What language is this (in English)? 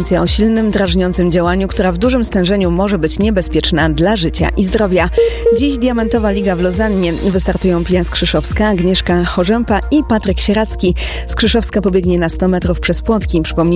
Polish